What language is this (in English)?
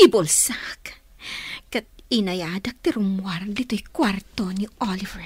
Iloko